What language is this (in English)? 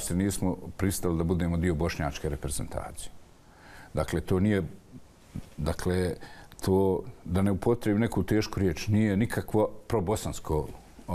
Bosnian